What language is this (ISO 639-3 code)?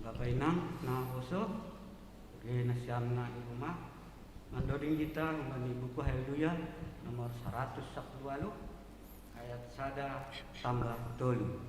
bts